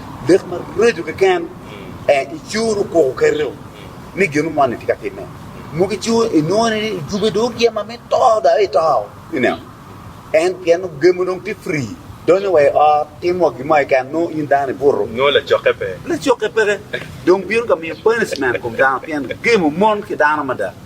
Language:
Acoli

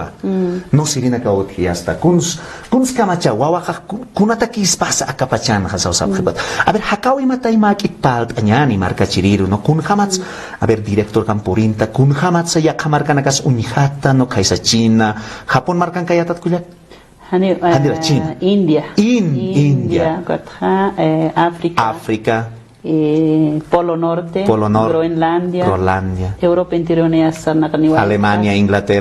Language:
Aymara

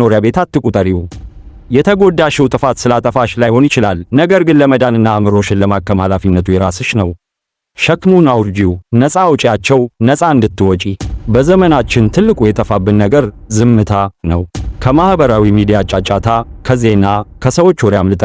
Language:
Amharic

